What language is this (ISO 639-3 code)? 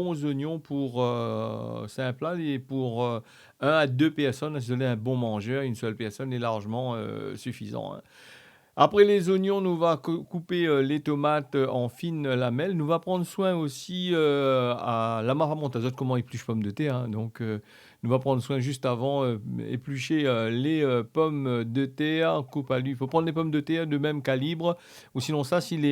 rcf